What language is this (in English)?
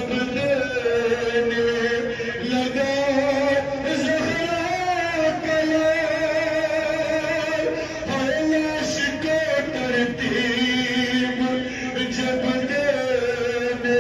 Urdu